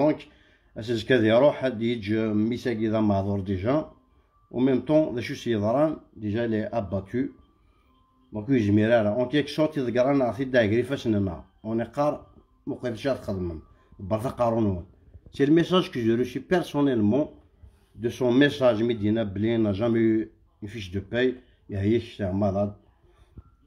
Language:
Kabyle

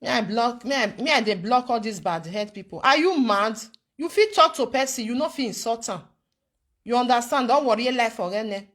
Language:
Nigerian Pidgin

